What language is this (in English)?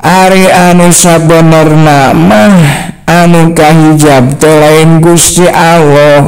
Sundanese